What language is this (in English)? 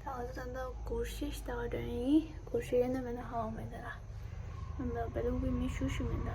Tibetan